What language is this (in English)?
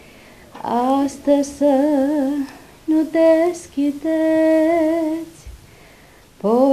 Romanian